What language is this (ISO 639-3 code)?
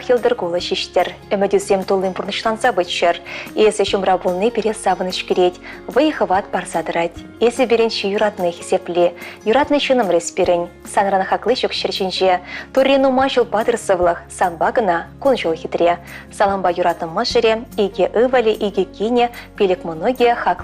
chv